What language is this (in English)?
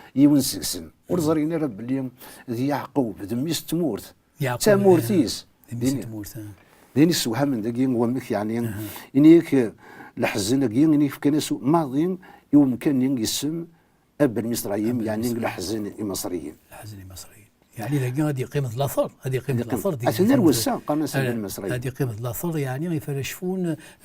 Kabyle